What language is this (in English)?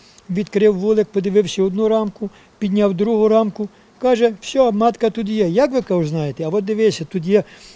Ukrainian